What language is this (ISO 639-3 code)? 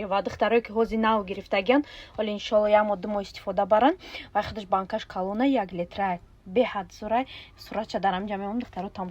tgk